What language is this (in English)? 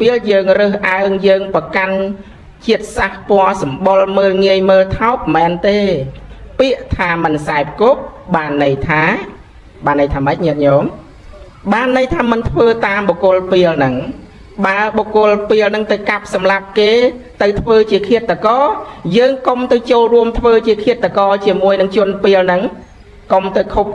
Khmer